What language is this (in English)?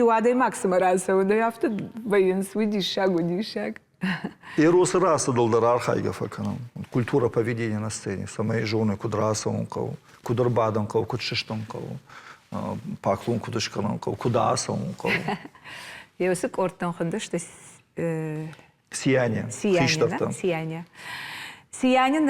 Ossetic